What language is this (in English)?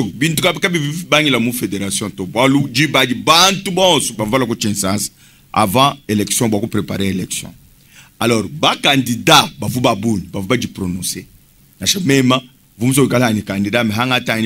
Luba-Lulua